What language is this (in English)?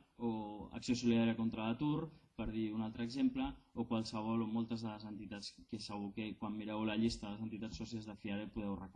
Catalan